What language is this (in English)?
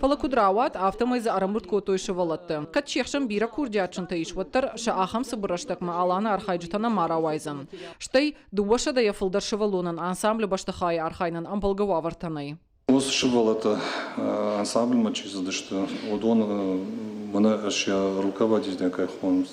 Ossetic